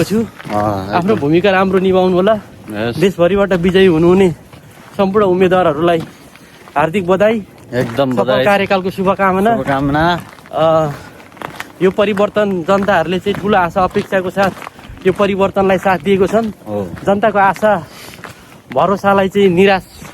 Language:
Nepali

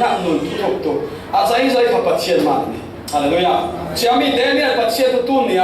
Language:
Falam Chin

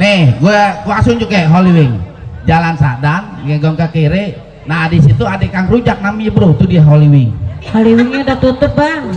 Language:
Betawi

